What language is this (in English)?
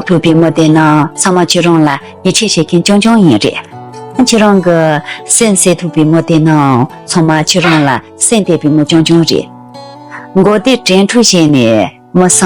Tibetan